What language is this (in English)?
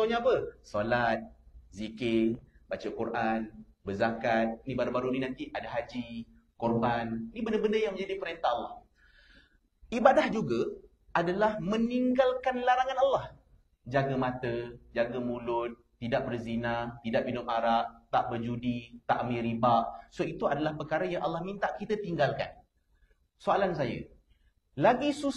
Malay